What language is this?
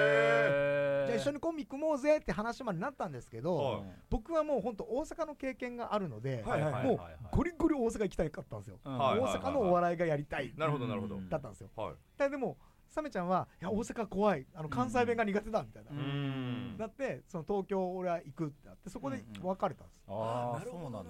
Japanese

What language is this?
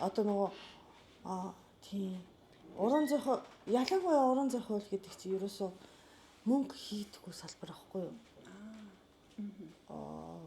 Mongolian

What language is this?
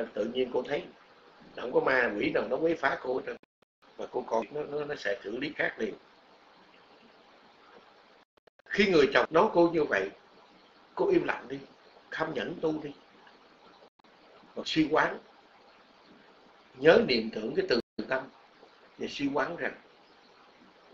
Vietnamese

